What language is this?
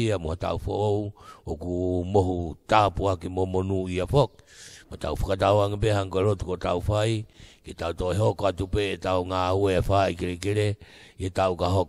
Tongan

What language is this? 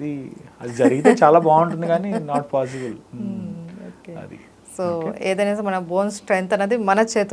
Telugu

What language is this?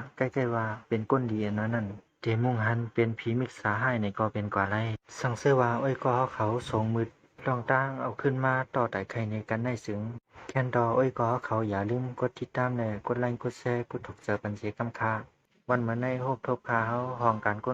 Shan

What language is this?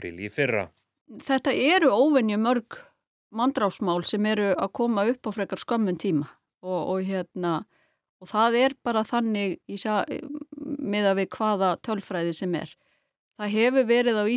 Icelandic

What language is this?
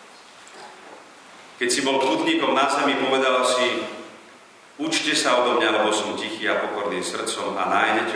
Slovak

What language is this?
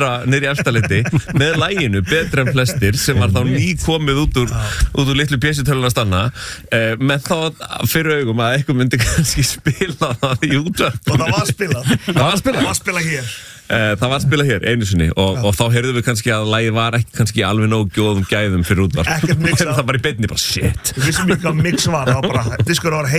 Icelandic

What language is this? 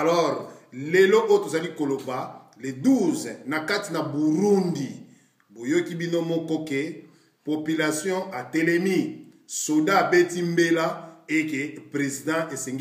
Lingala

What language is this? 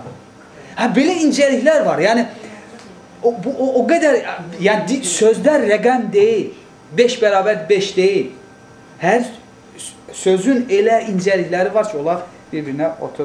Azerbaijani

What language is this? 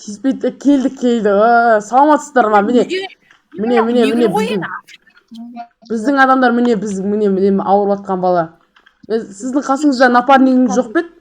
Kazakh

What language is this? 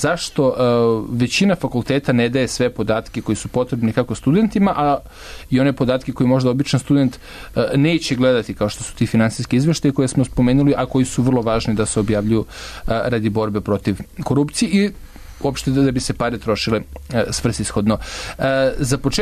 Serbian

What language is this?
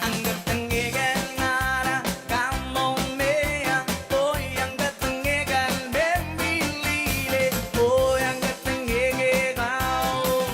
Pohnpeian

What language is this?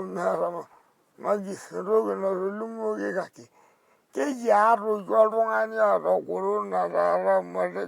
Masai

